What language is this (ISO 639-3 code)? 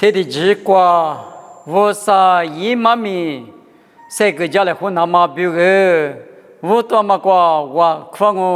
lis